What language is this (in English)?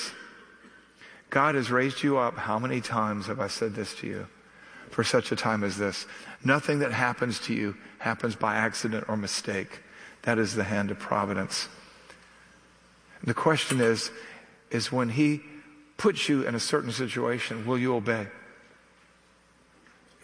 English